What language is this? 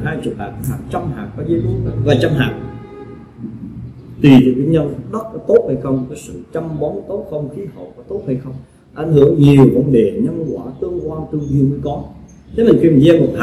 Vietnamese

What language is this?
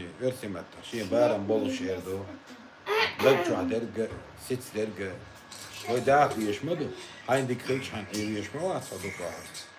Chechen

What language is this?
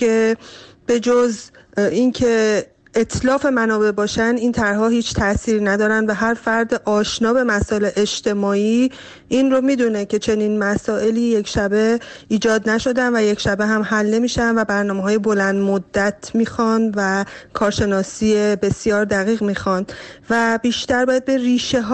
Persian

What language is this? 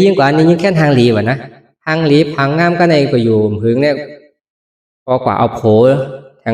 Shan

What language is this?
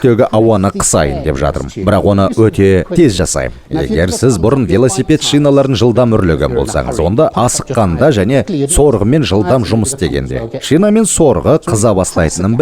Kazakh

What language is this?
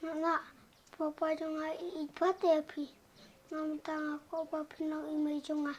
Khasi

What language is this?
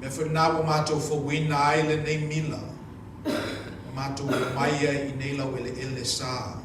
Samoan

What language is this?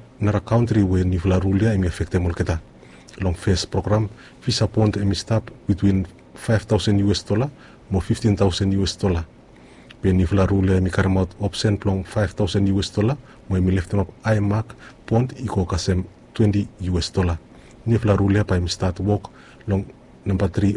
Bislama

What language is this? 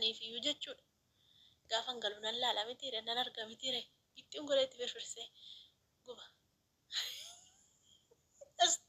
Oromo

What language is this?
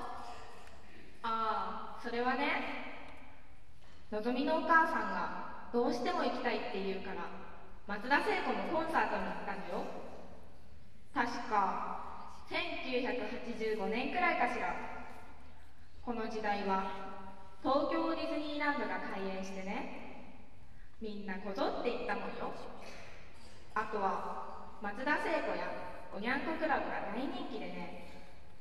Japanese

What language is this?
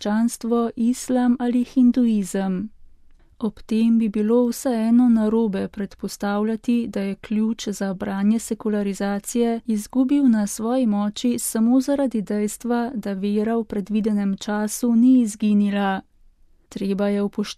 Slovenian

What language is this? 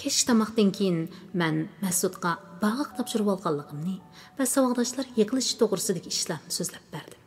Uyghur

